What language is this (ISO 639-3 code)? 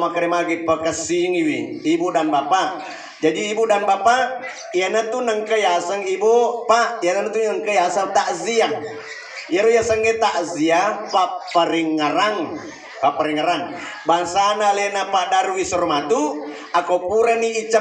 bug